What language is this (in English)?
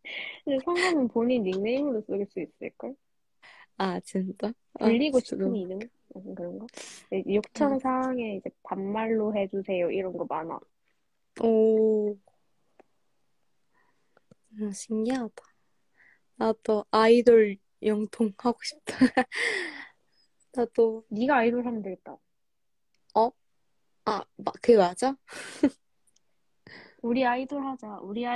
Korean